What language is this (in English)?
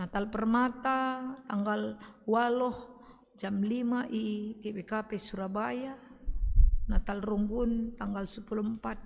Batak Karo